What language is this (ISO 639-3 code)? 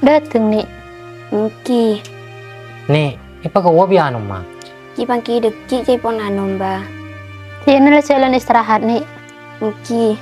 mad